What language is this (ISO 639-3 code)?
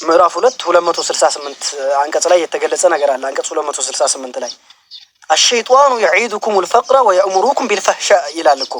amh